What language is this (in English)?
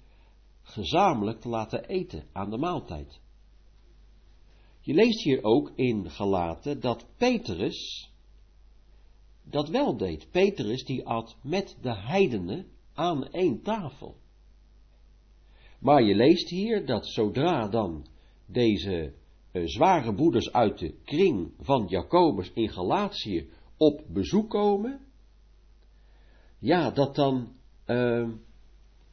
Dutch